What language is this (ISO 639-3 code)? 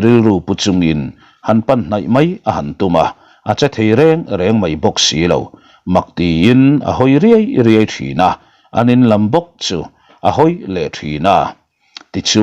lus